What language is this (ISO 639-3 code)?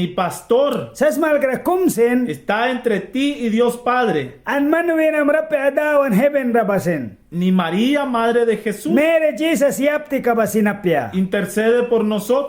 miq